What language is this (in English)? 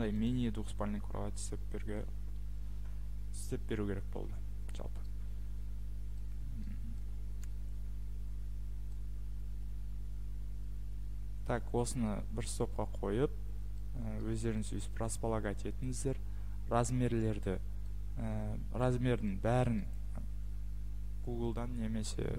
Kazakh